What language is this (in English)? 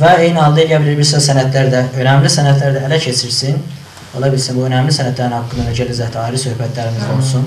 South Azerbaijani